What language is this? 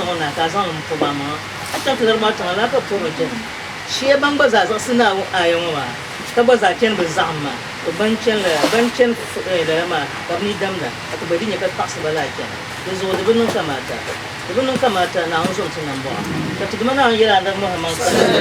Dagbani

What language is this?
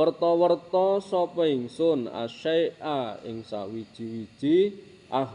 Javanese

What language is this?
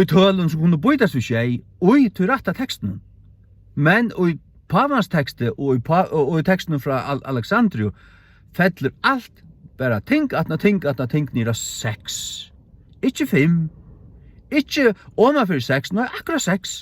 Faroese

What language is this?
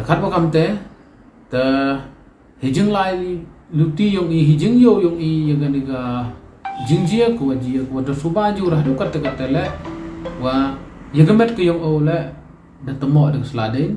Pnar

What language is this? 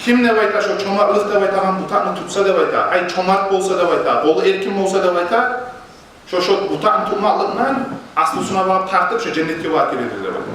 Kumyk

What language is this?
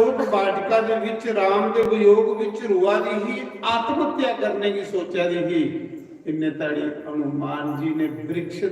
Dogri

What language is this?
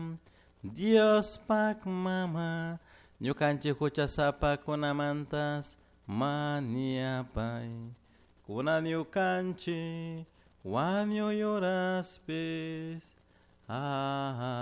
Chimborazo Highland Quichua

